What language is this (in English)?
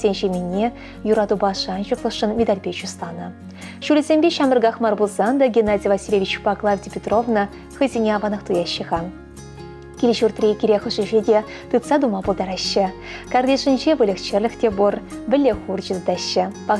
Chuvash